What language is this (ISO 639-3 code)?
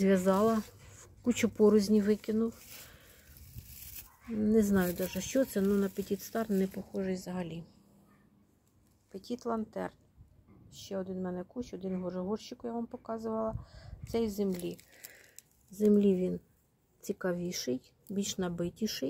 ukr